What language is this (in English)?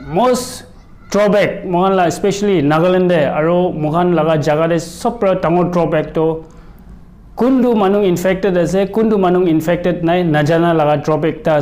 Naga Pidgin